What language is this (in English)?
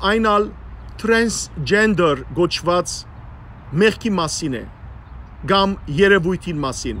Western Armenian